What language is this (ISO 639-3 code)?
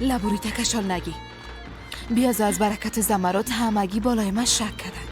fas